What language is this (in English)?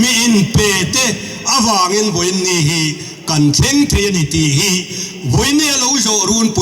Mizo